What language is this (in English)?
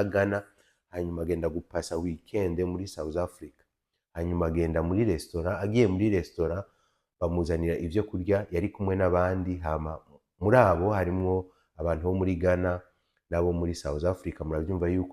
Rundi